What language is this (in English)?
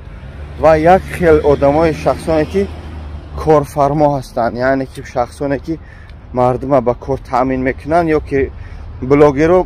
Tajik